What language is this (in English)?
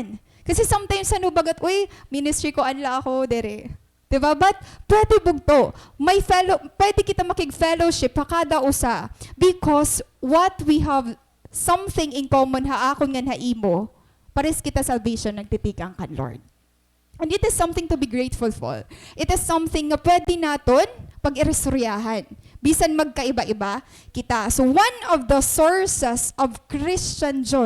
Waray